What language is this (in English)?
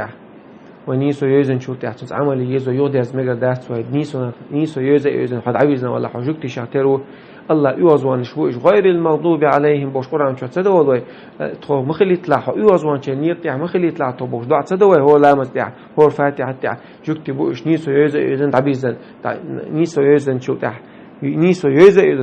Chechen